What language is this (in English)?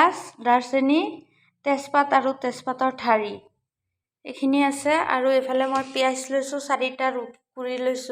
Assamese